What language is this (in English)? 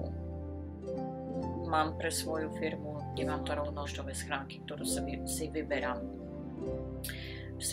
Slovak